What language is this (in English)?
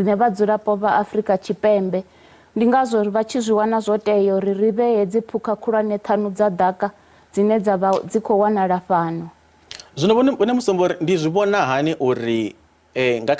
Venda